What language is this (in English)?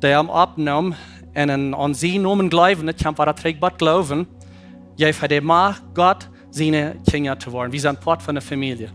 Plautdietsch